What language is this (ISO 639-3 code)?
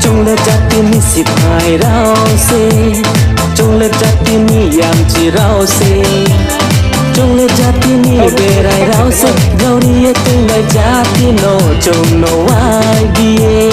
ria